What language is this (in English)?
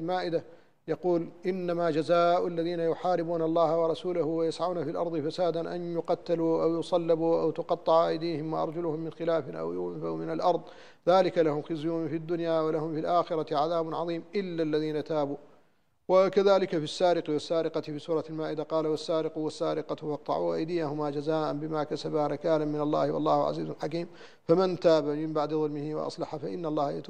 Arabic